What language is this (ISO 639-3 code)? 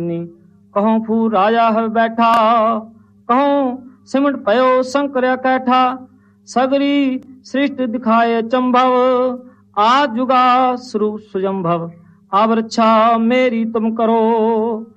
pan